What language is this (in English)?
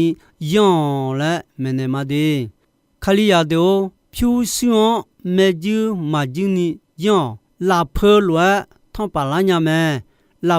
Akha